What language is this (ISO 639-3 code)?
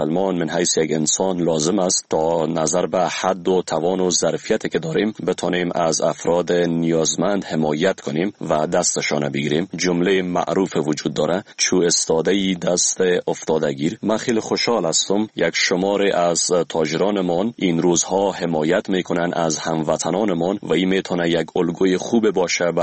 fas